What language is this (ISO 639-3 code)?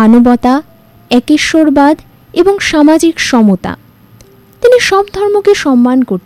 ben